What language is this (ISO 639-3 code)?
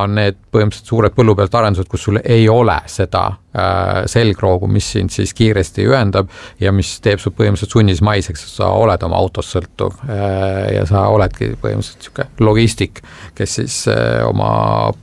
est